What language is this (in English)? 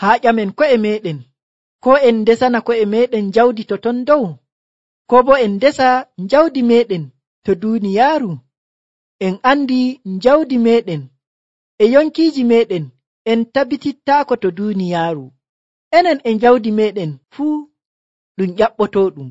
Nigerian Fulfulde